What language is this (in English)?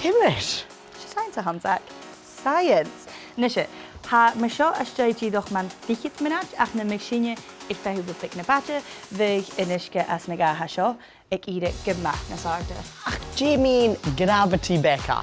Scottish Gaelic